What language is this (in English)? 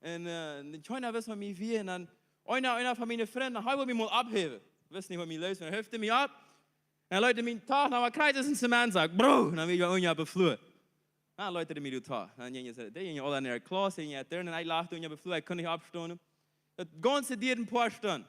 Plautdietsch